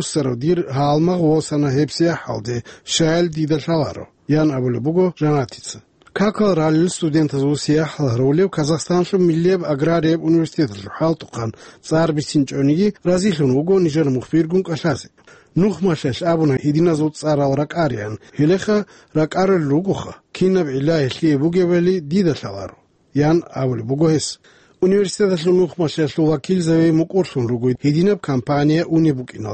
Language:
Avaric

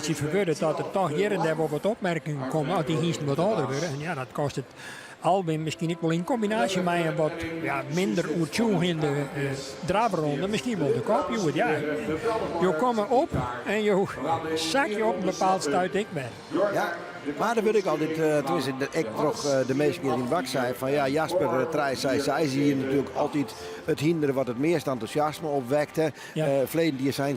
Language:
Western Frisian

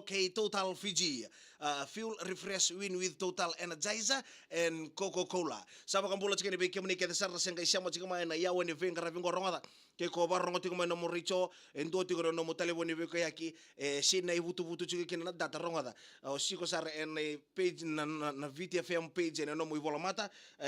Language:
Fijian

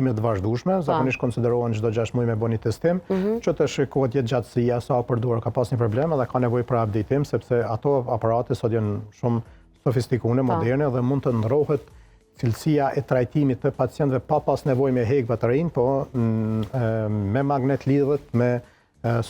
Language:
Albanian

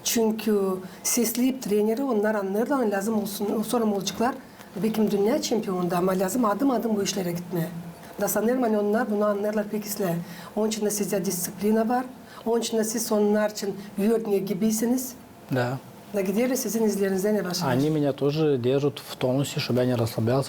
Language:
Gagauz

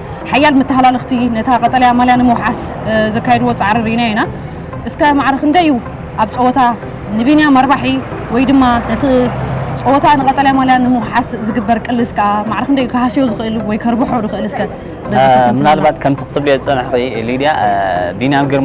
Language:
Tigrinya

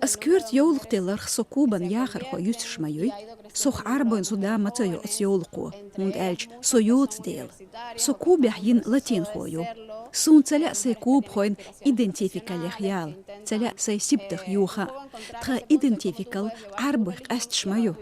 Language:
Chechen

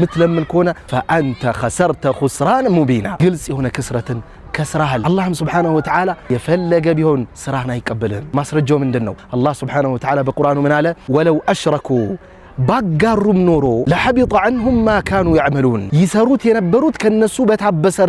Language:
Amharic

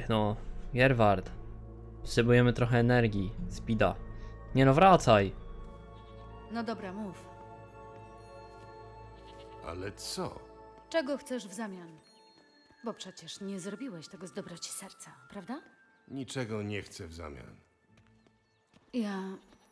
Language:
Polish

